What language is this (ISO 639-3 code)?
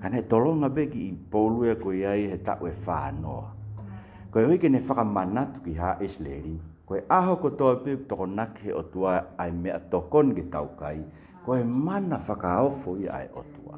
ton